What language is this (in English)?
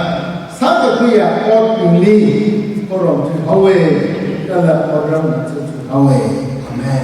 Tangkhul Naga (India)